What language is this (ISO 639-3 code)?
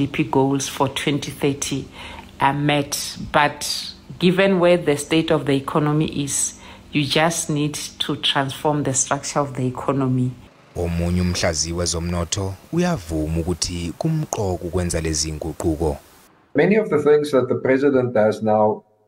zul